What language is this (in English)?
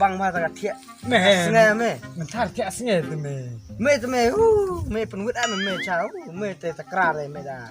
Khasi